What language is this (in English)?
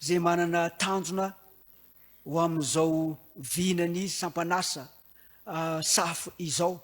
Malagasy